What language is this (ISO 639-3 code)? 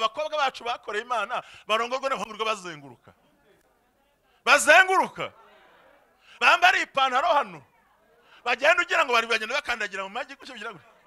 kin